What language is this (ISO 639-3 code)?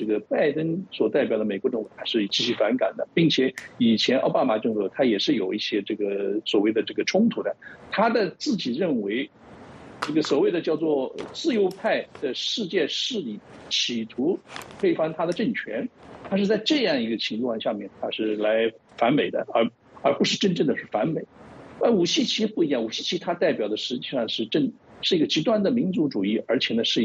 zho